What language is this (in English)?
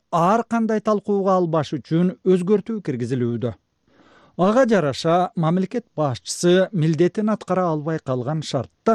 Kyrgyz